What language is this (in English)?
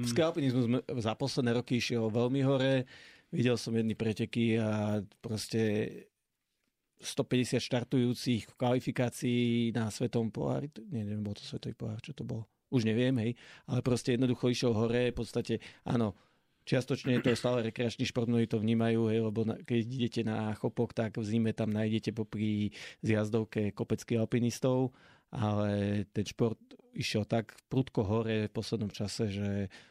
Slovak